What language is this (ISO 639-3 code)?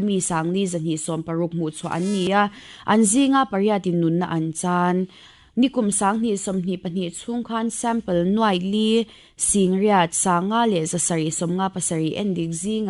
lus